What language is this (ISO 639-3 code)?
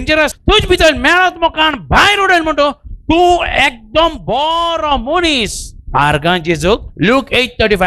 kok